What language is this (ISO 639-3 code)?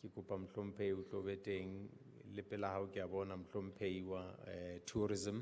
sot